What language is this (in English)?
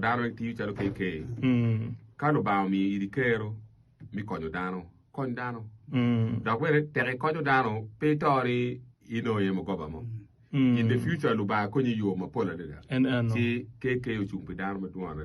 Acoli